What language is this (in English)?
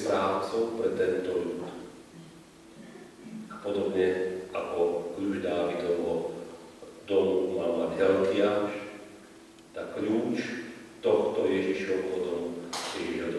Slovak